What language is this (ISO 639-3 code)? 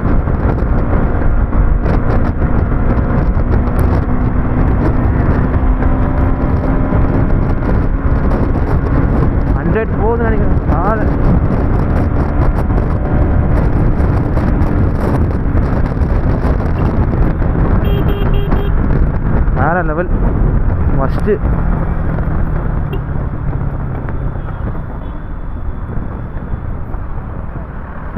tam